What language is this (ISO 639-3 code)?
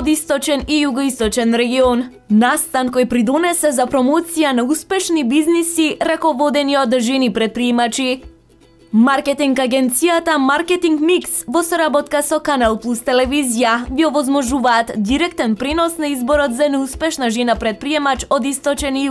mkd